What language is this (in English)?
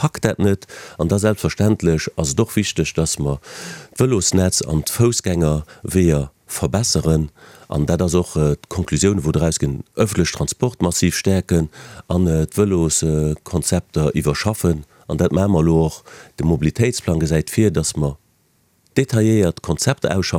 Luxembourgish